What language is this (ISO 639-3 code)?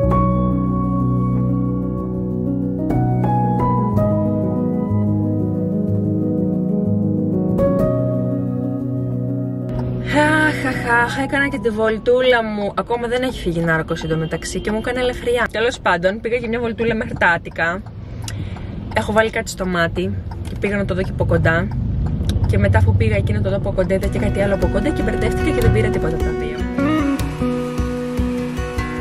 ell